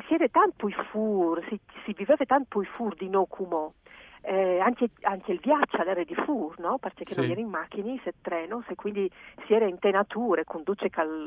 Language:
Friulian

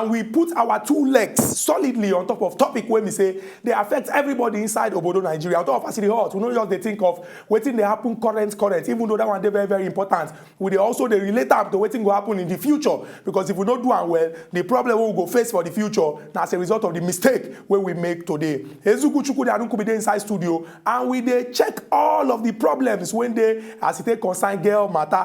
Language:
Nigerian Pidgin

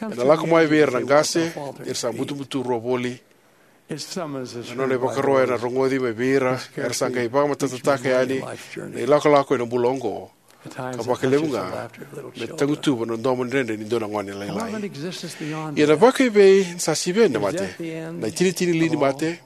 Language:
Fijian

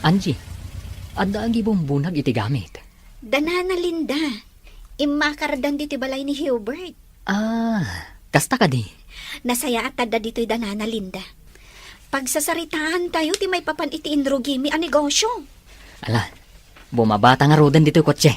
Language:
Iloko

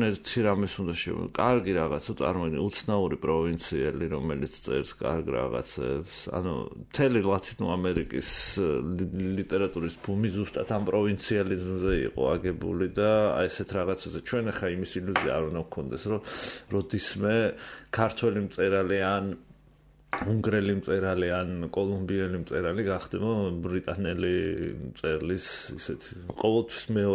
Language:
Georgian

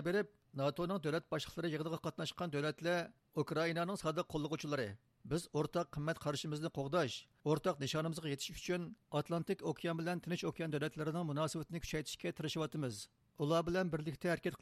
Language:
Uyghur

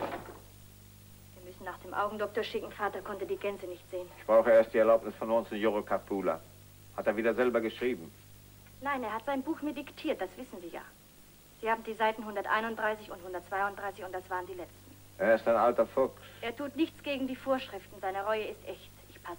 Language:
German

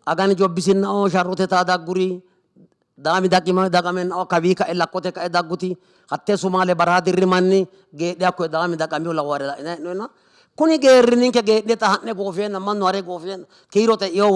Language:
Sidamo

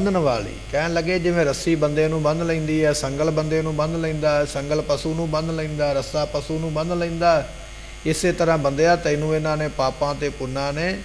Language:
Punjabi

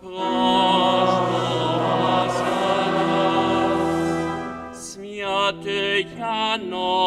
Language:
Upper Sorbian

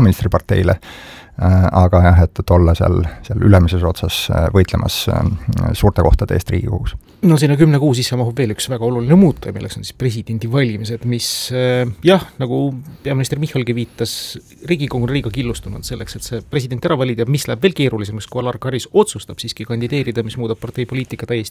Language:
Estonian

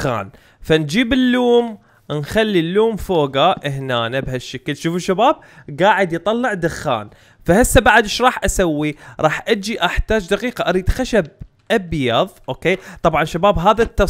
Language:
Mesopotamian Arabic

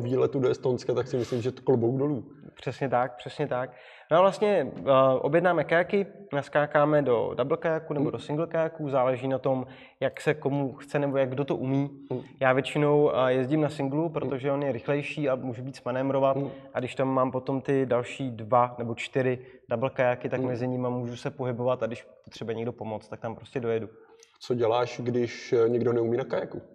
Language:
Czech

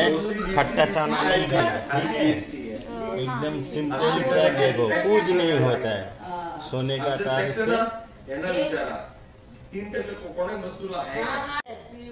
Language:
Hindi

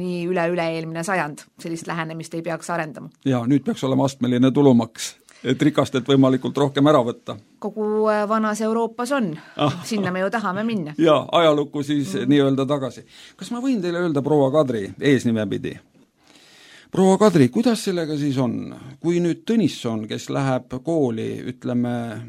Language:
Estonian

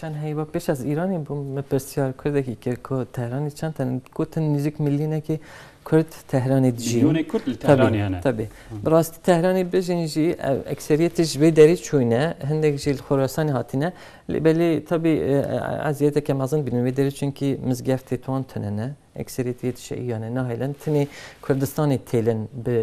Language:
Kurdish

